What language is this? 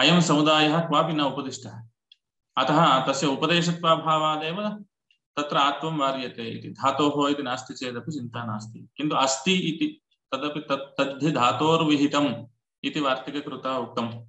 Sanskrit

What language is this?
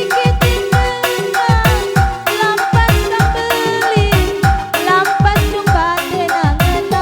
Batak Karo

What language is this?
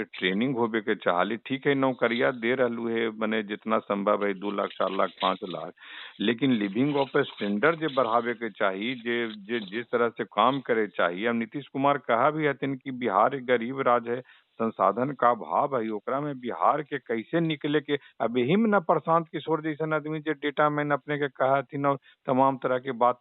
Magahi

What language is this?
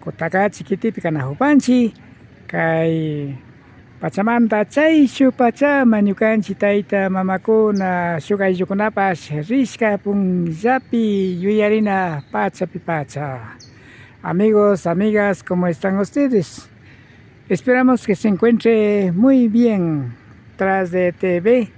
Imbabura Highland Quichua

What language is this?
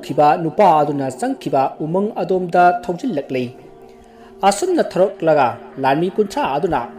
Manipuri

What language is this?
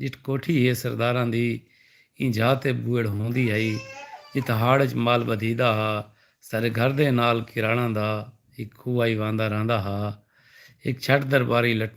Saraiki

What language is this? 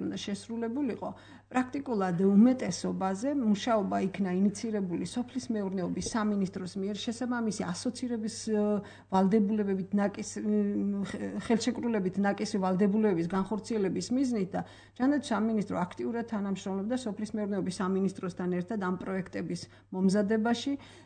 Georgian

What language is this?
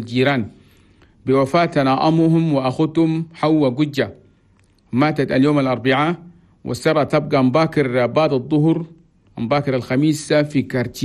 Chadian Arabic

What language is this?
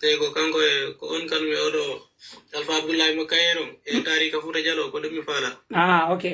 Pular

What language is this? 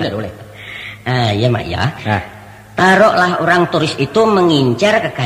Minangkabau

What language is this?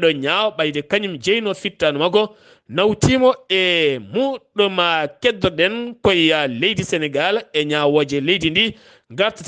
Fula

